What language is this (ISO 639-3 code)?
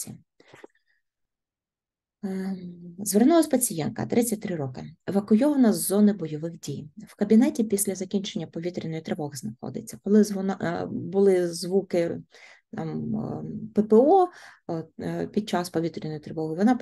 ukr